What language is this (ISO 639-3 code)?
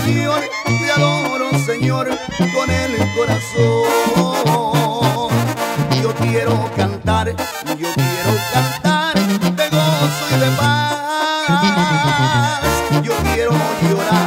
spa